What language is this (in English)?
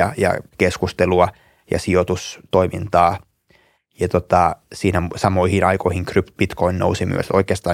Finnish